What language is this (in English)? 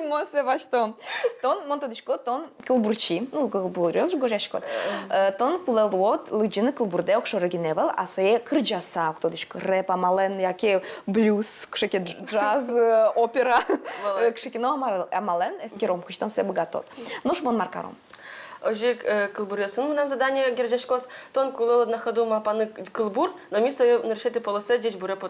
Udmurt